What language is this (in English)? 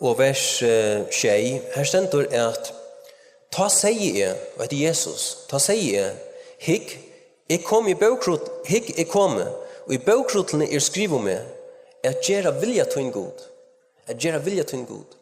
Faroese